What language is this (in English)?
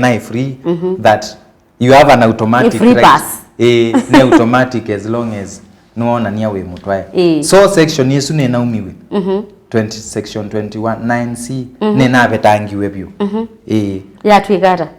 Kamba